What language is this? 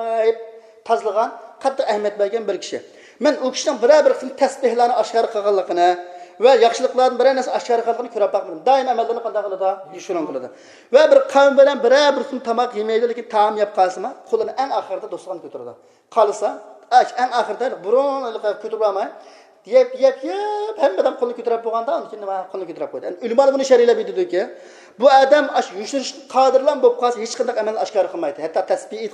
Uyghur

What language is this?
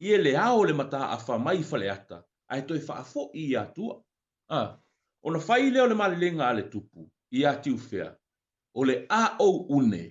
Samoan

